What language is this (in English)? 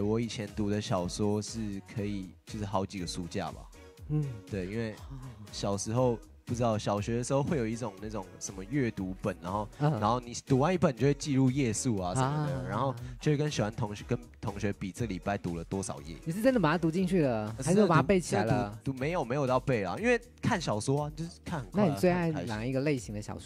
Chinese